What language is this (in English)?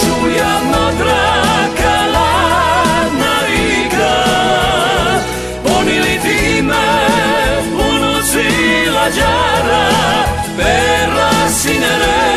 Croatian